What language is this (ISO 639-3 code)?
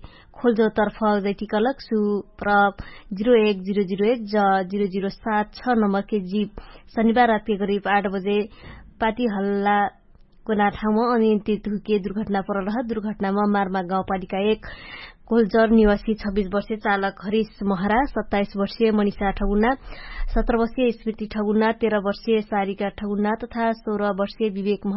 thl